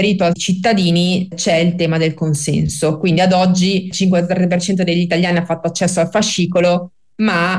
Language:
Italian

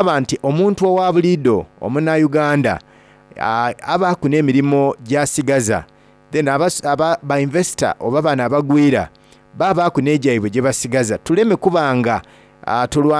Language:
Soga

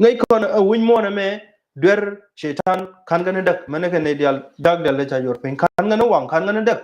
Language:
Nuer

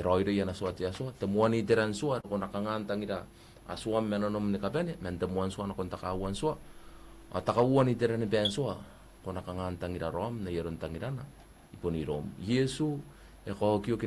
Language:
Gilbertese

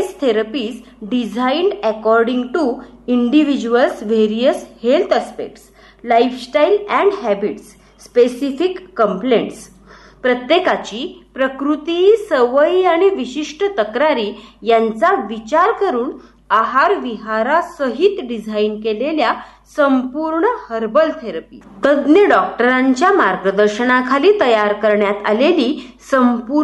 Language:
Marathi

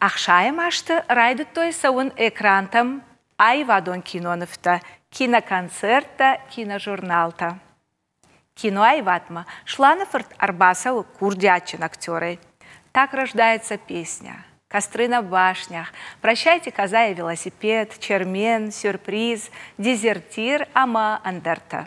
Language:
Ossetic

